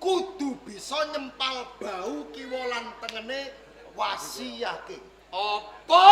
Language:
Javanese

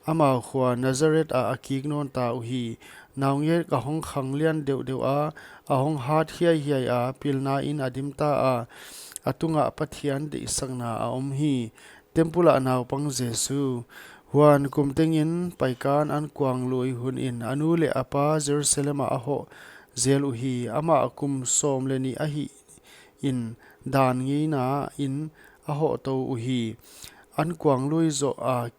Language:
Paite Chin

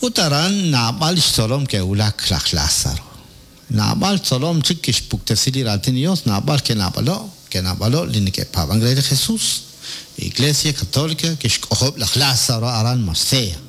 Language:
Kekchí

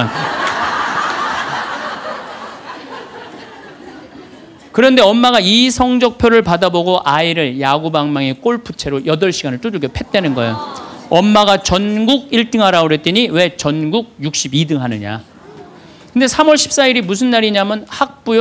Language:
Korean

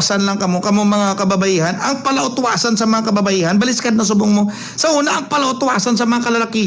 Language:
Hiligaynon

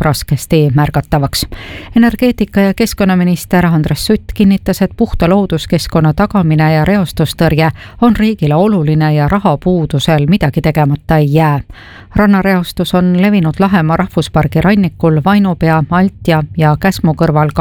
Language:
Estonian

